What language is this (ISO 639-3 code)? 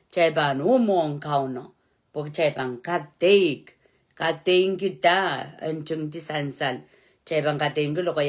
pon